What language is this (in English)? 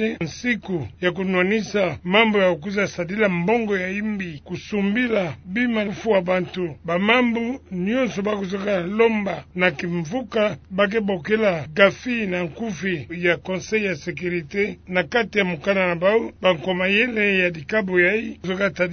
Kituba (Democratic Republic of Congo)